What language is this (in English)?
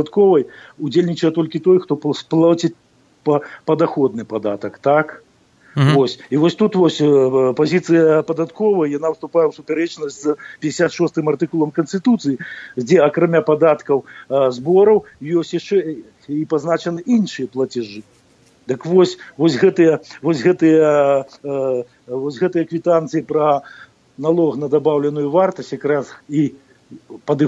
Belarusian